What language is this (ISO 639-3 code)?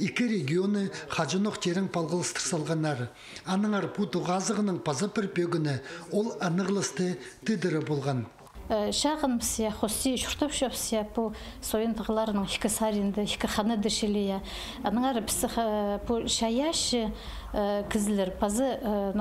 kjh